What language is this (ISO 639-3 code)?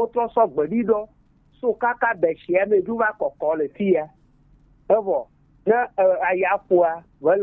gej